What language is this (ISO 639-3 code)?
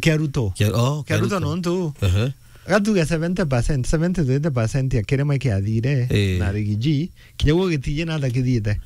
mer